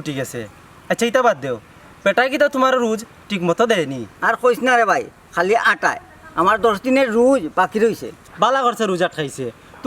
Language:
Sylheti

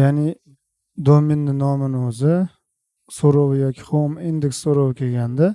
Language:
Uzbek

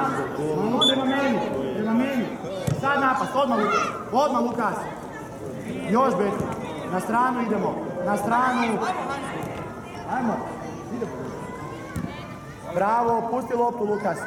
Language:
Croatian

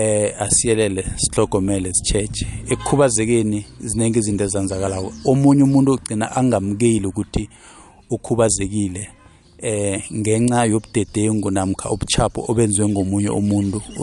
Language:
South Ndebele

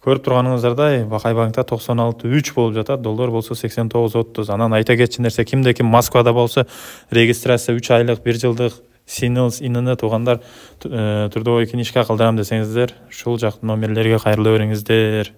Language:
Kyrgyz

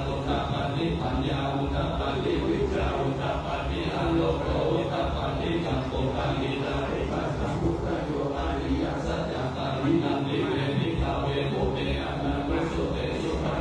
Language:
Pali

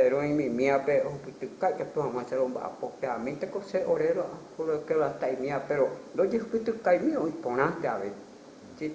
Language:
Guarani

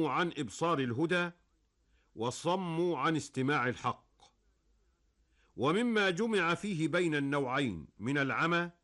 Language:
Arabic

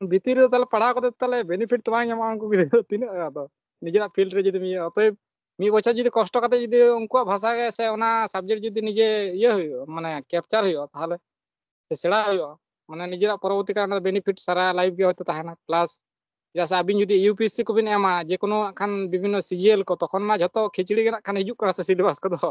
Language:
Santali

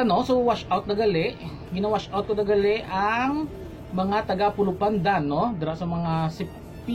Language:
Hiligaynon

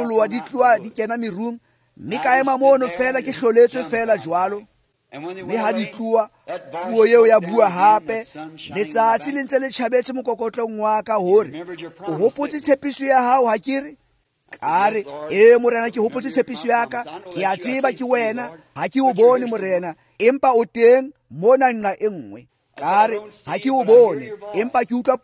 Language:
Tswana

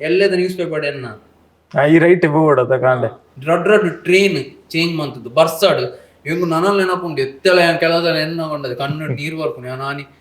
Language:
Tulu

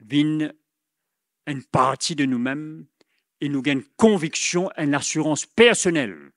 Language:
Morisyen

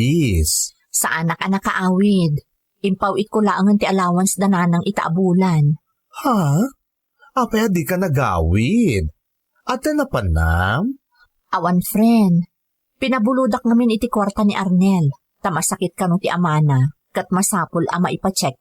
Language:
Iloko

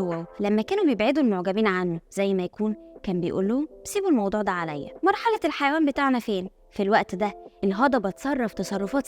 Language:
Egyptian Arabic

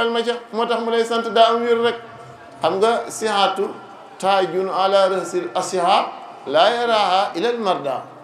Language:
Wolof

